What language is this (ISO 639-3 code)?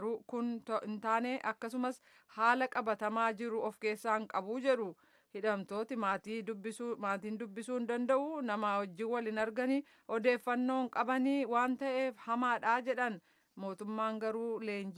orm